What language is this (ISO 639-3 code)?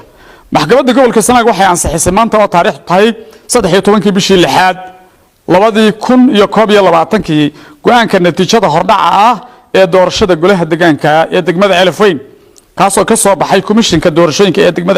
som